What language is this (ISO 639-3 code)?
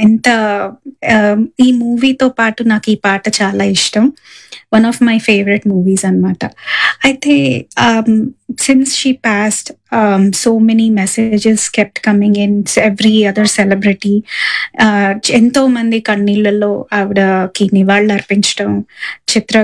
tel